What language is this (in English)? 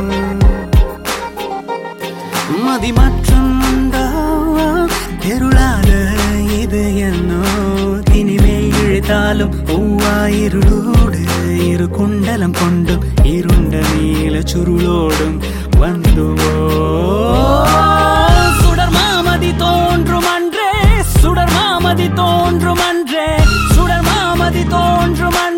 Tamil